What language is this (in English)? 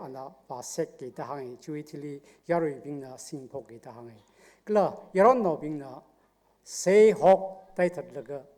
Tangkhul Naga (India)